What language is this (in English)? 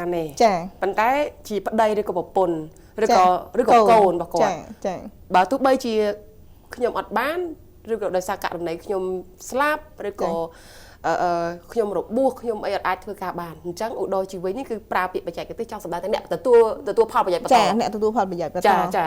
Khmer